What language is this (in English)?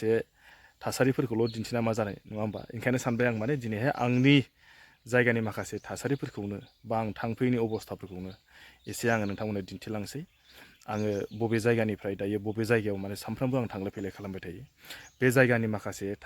Bodo